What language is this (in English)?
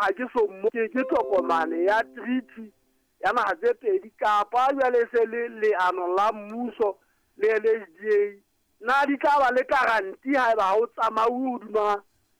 Southern Sotho